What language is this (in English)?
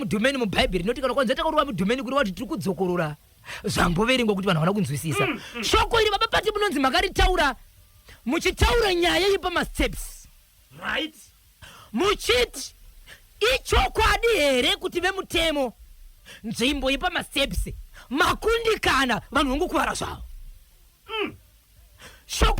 Shona